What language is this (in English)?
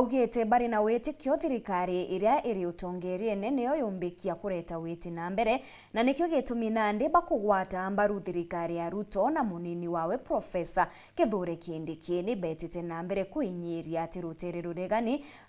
Meru